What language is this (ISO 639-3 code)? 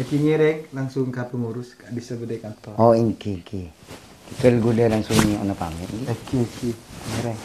mad